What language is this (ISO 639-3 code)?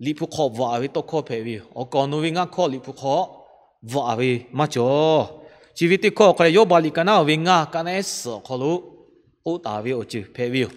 lhu